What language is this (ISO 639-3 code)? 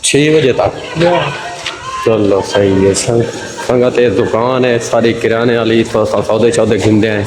skr